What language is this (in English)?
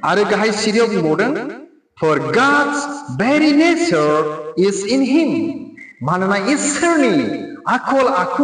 Bodo